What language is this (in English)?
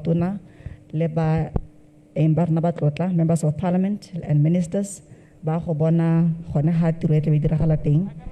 Tswana